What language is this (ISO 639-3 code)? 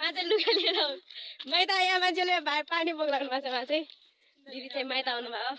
nep